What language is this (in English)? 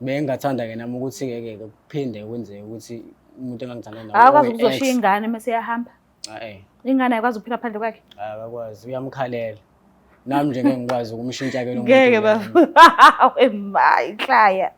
Zulu